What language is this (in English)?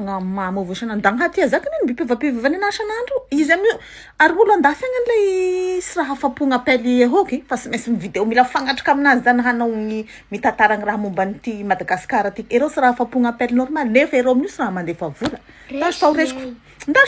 Malagasy